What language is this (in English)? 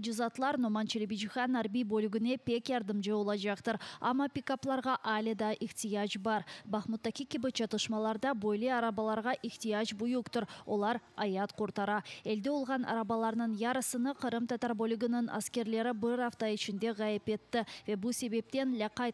Crimean Tatar